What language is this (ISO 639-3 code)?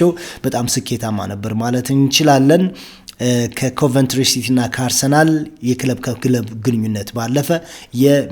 amh